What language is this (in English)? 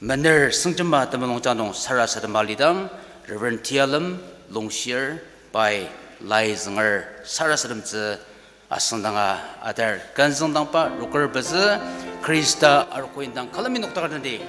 Ao Naga